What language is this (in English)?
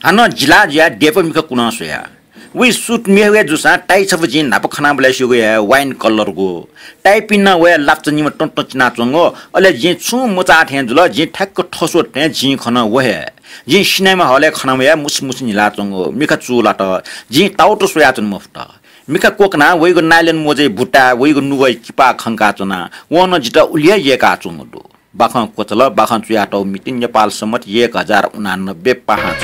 Newari